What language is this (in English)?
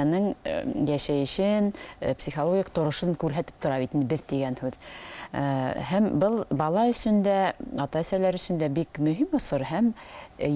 Bashkir